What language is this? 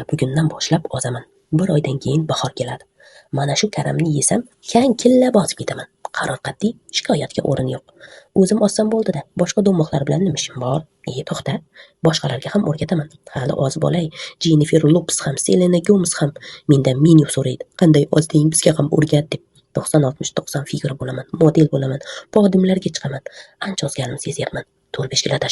Uzbek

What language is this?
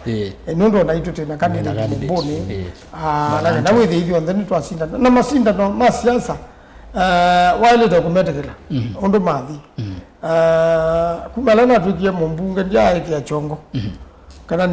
Kamba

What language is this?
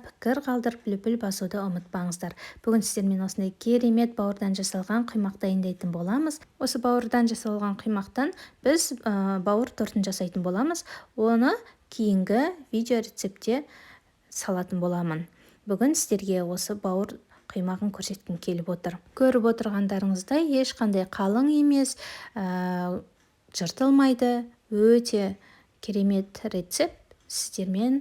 Kazakh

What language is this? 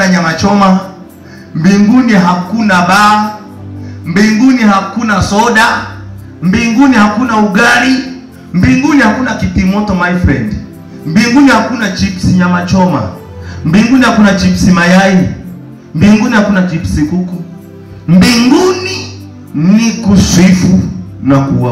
Swahili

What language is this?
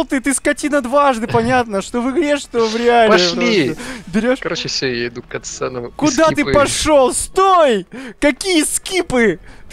Russian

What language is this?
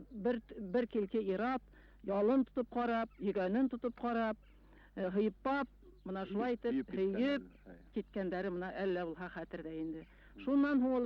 Bashkir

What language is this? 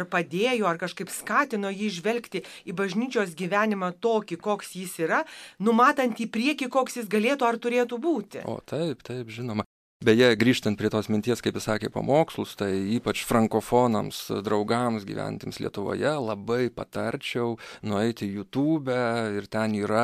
Lithuanian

